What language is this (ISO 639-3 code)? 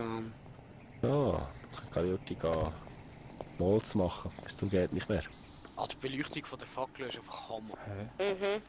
gsw